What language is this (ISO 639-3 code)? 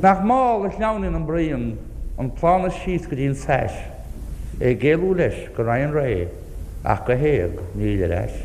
gle